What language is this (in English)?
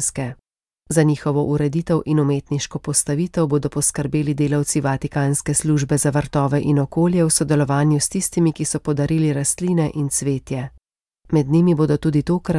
Slovenian